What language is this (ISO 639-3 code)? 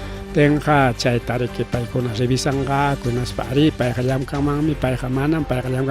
quy